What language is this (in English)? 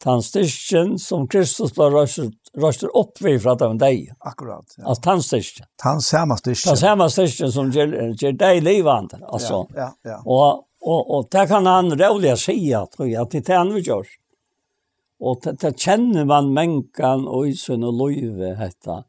Faroese